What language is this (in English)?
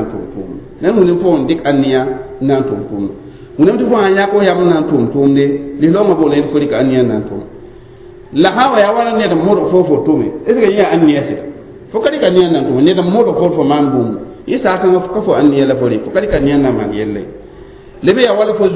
Mossi